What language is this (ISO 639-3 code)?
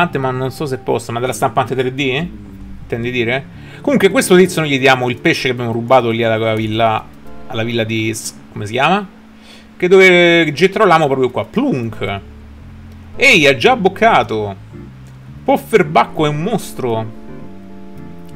ita